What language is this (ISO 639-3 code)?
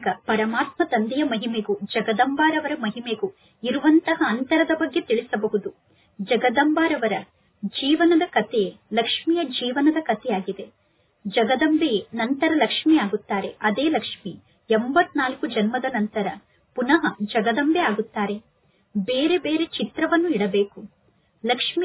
kan